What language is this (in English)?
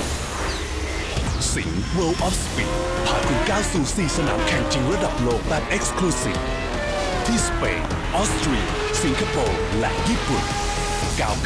Thai